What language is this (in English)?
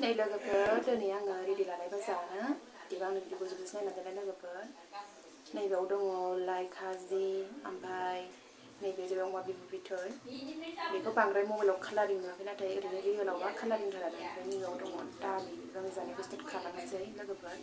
Bodo